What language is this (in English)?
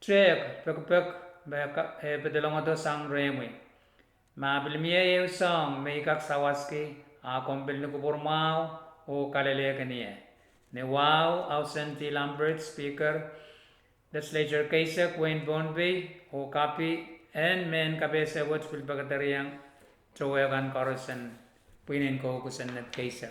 Pohnpeian